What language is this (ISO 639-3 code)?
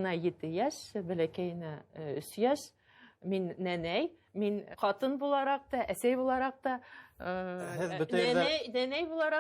bak